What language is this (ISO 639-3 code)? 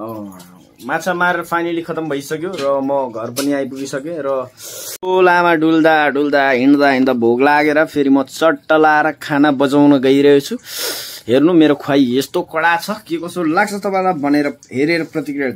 nep